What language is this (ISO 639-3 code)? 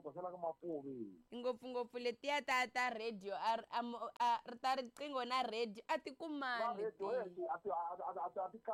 tso